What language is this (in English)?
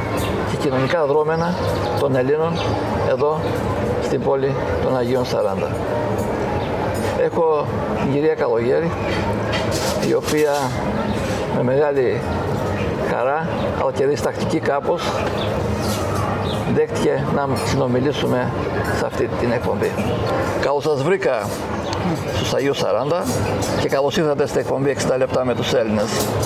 Greek